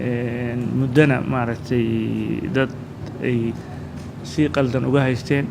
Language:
Somali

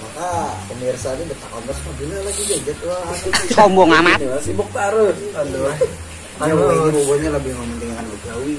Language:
Banjar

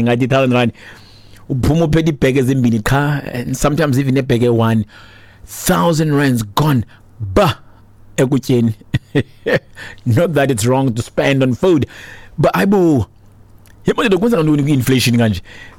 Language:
Xhosa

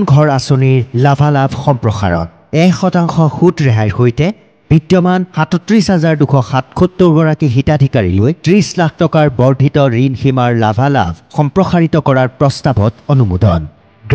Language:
Assamese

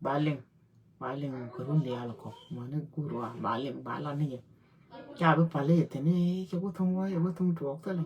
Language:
Nuer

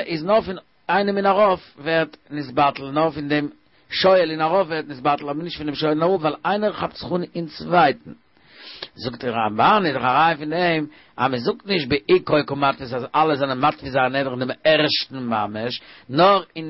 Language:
Yiddish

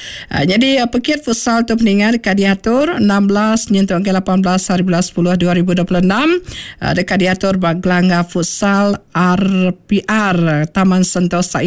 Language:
Iban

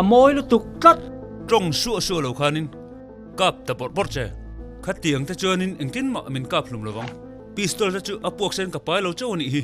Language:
Mizo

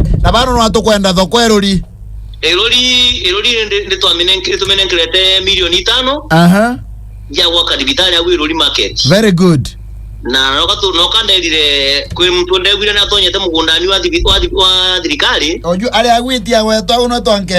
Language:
Meru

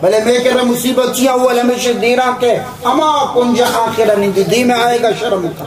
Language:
Baluchi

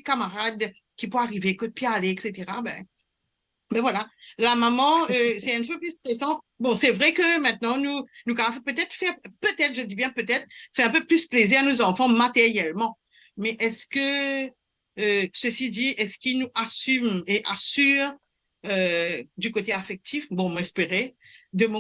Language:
Morisyen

